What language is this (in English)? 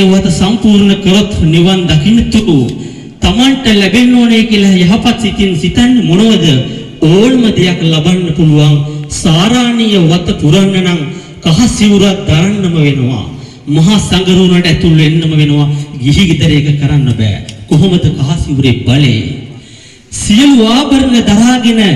Sinhala